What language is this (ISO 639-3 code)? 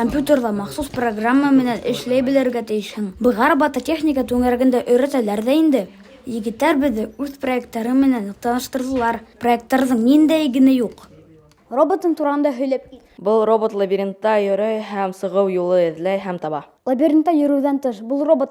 bak